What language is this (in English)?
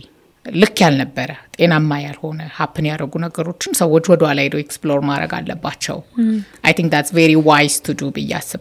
Amharic